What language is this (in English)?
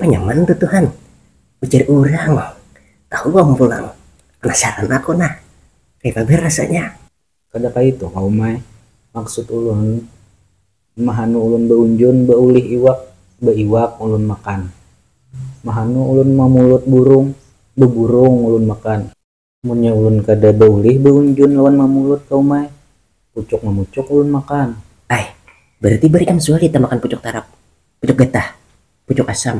Banjar